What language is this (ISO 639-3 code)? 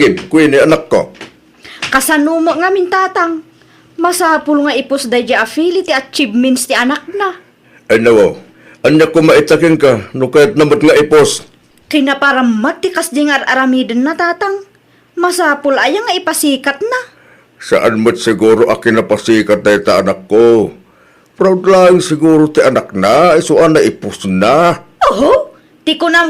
ilo